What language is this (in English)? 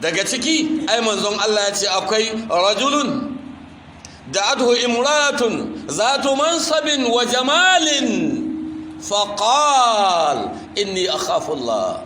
Hausa